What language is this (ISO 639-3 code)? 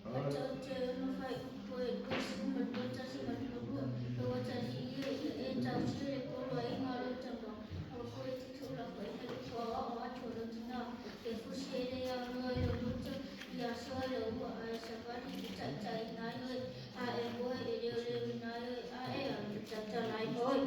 smo